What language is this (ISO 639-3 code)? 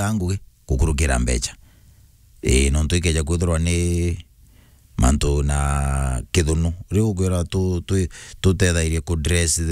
mer